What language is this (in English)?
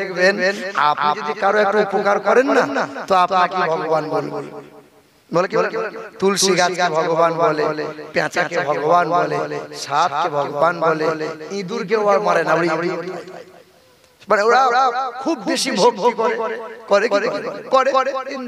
Bangla